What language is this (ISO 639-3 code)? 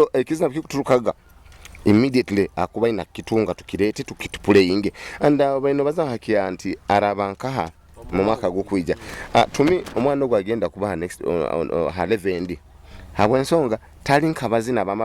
nyo